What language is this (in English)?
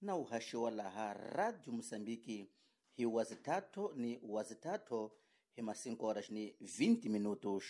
Tsonga